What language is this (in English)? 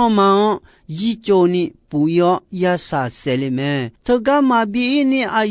Akha